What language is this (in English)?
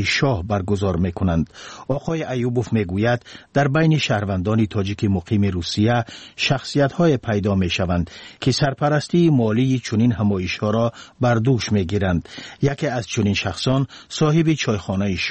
Tajik